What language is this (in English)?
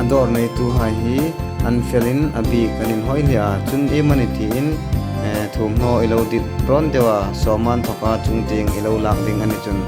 Hmar